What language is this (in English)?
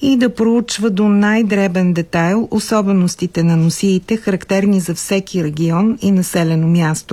Bulgarian